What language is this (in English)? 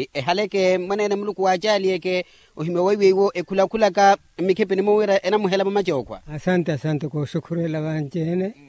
Makhuwa